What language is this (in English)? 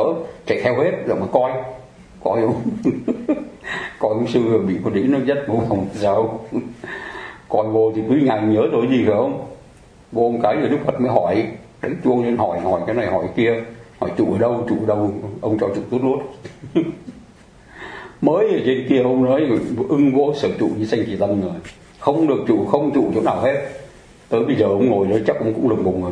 Vietnamese